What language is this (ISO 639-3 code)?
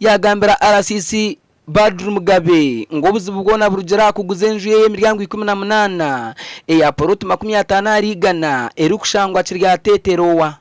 nyn